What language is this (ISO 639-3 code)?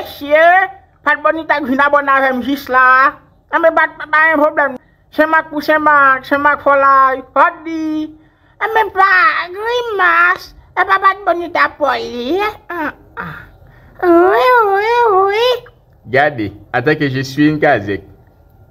hat